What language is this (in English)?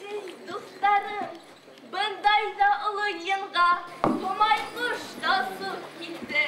Bashkir